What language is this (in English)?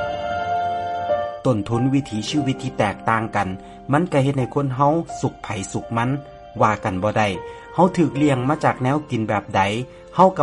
Lao